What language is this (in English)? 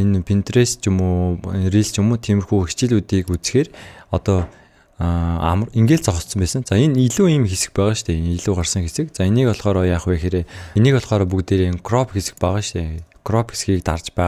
Mongolian